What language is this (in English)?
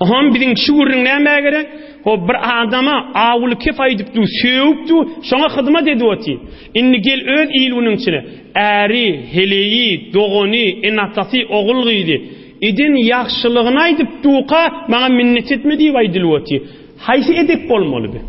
Turkmen